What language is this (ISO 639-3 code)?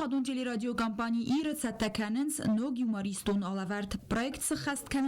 oss